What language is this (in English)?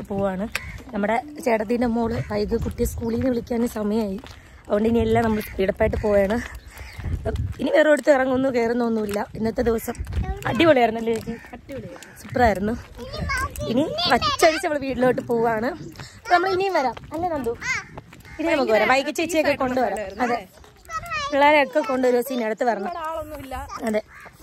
Malayalam